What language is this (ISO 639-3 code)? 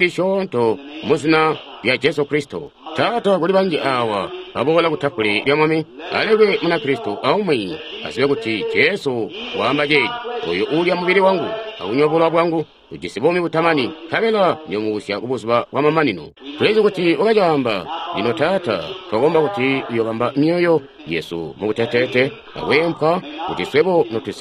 toi